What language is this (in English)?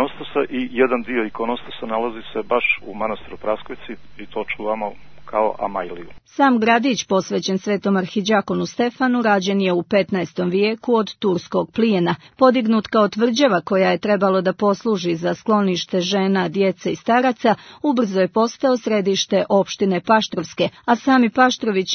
Serbian